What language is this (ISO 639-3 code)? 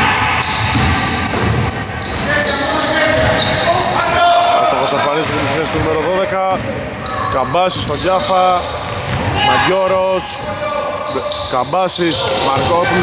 ell